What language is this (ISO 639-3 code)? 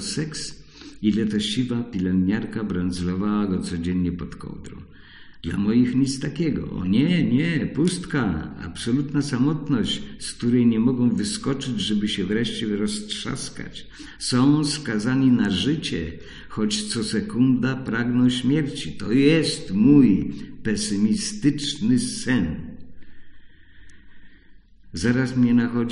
pol